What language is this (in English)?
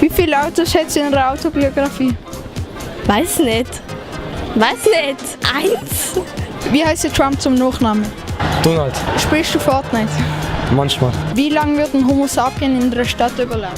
Swiss German